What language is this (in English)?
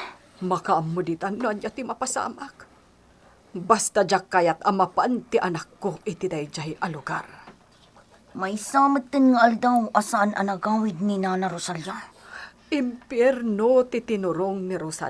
Iloko